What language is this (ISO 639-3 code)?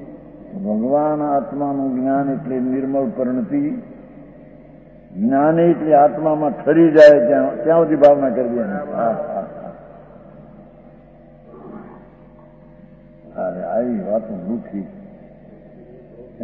guj